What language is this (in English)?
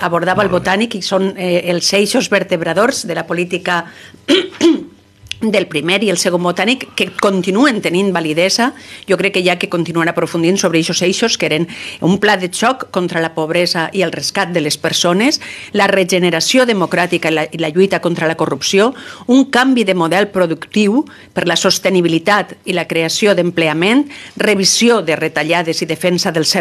Catalan